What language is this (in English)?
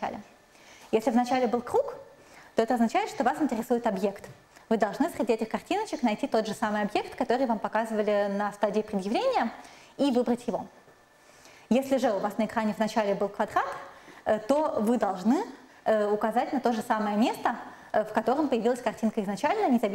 Russian